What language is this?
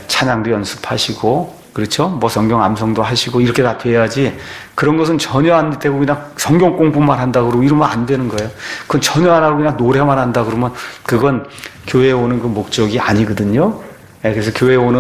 Korean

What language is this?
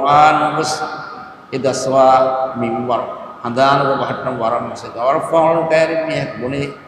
Divehi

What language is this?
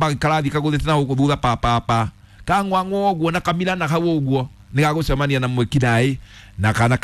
Kikuyu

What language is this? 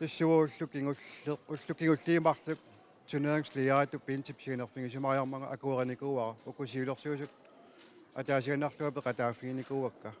Kalaallisut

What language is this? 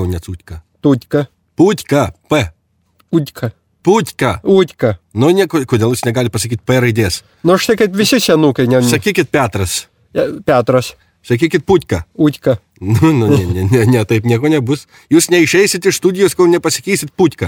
Lithuanian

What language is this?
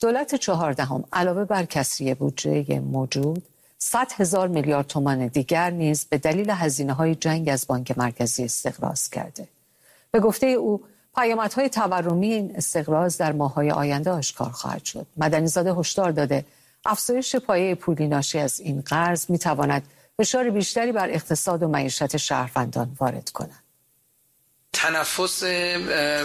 Persian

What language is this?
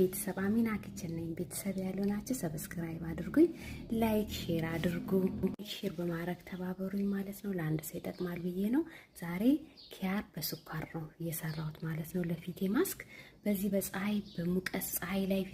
Amharic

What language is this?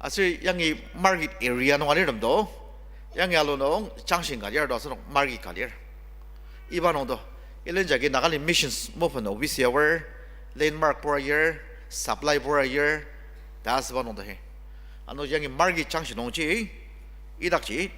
Ao Naga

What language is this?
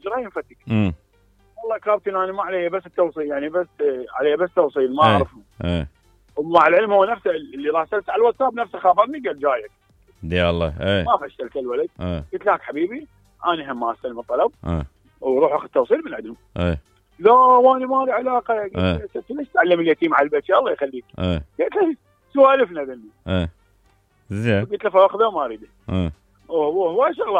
Mesopotamian Arabic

